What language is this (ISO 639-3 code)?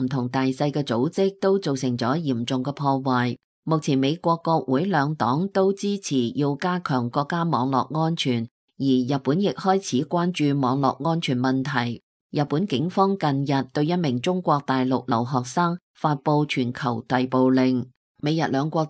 yue